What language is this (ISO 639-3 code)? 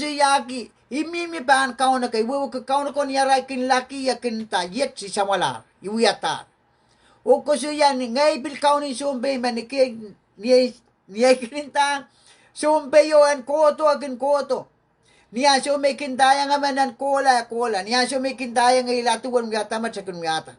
pon